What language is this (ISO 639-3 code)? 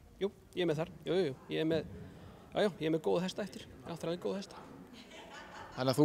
isl